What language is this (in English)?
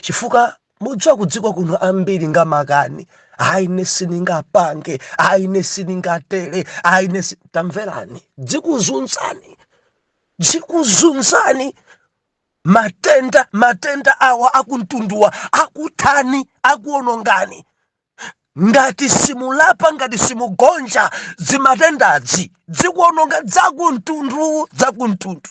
Nyanja